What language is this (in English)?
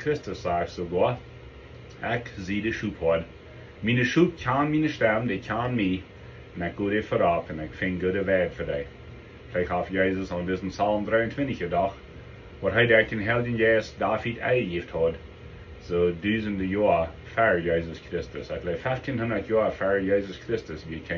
Plautdietsch